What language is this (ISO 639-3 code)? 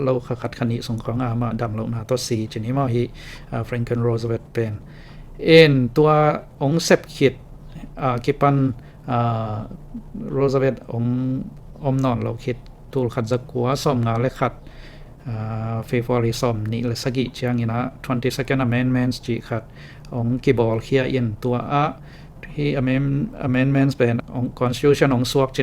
ctd